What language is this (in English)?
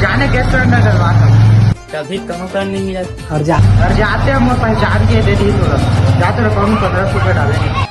Chhattisgarhi